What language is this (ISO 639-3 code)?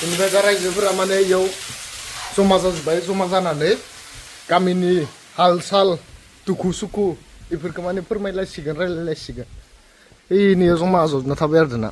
brx